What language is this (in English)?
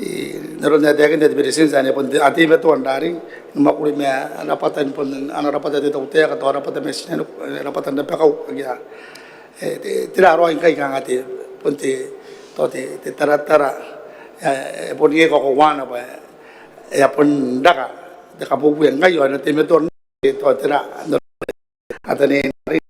Gilbertese